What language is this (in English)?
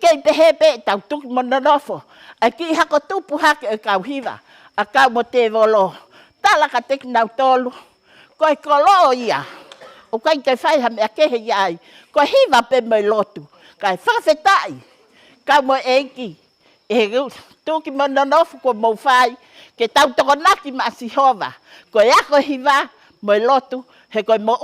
Tongan